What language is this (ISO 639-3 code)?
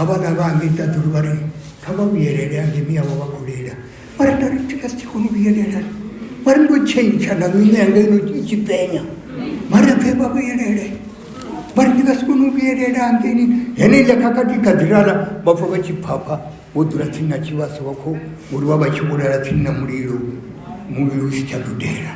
ven